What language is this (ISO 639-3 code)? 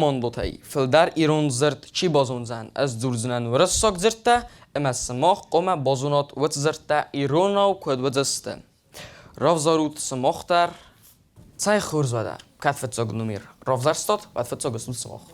oss